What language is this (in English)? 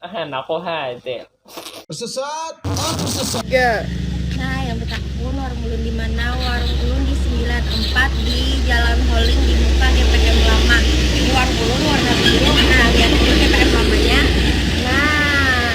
Banjar